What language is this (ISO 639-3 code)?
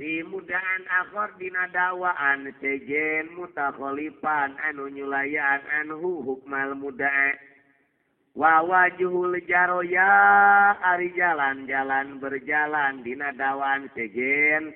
sun